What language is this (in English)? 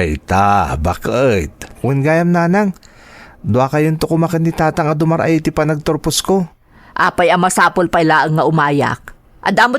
Iloko